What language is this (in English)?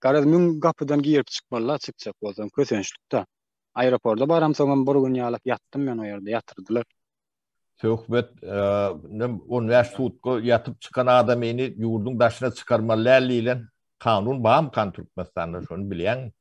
Turkmen